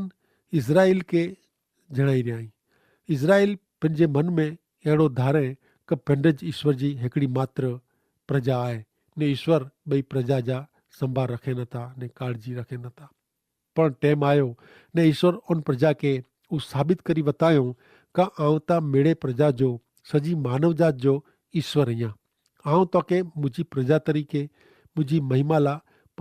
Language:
Kachhi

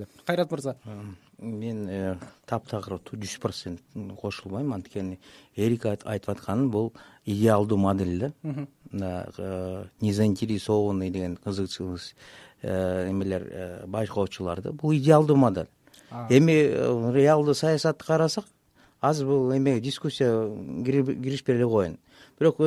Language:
Kyrgyz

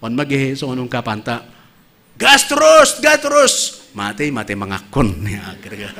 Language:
Batak Simalungun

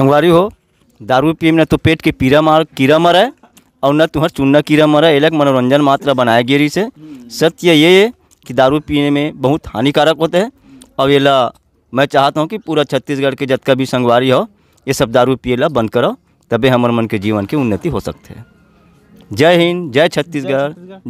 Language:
Chhattisgarhi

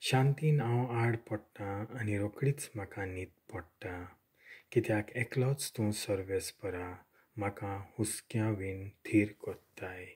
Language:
Konkani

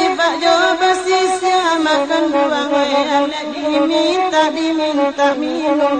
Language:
Minangkabau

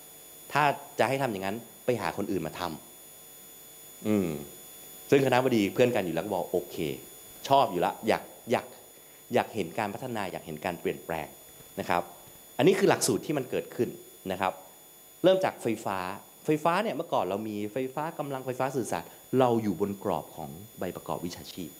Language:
Thai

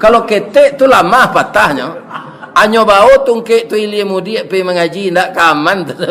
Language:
Minangkabau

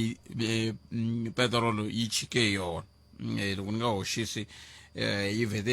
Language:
Tsonga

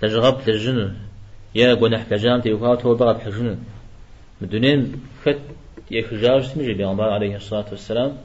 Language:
Kabardian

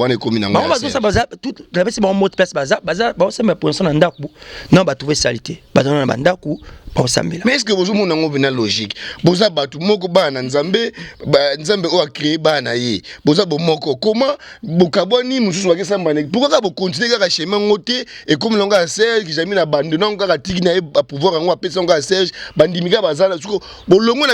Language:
Lingala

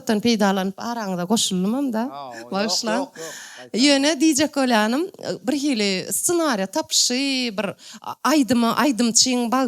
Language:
Turkmen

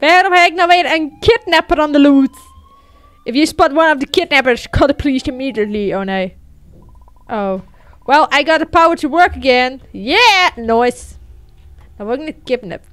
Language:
Western Frisian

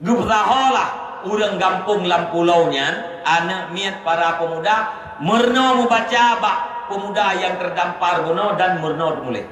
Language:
Achinese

